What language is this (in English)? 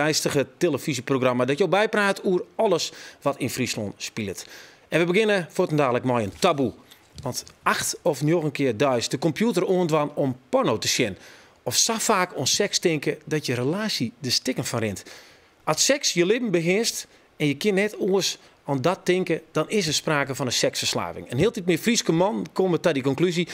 Western Frisian